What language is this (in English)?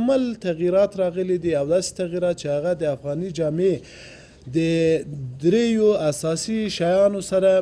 Pashto